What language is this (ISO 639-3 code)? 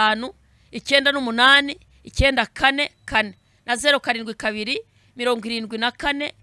kin